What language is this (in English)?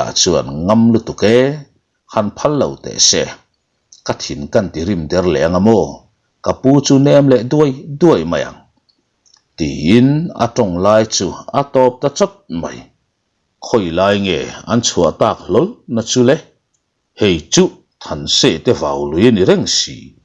Mizo